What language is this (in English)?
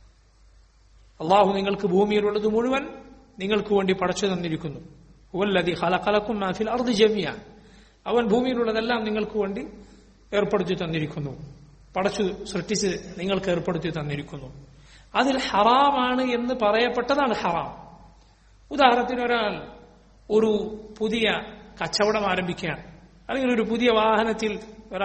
Malayalam